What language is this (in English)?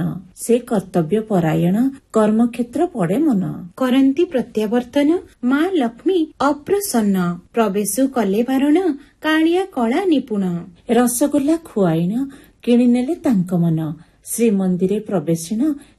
Odia